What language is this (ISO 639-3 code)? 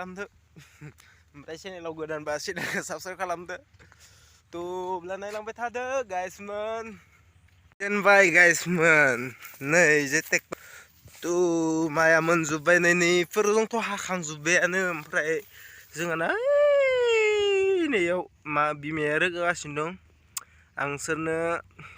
brx